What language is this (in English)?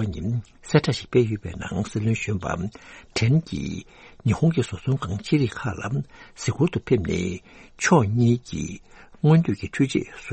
Tibetan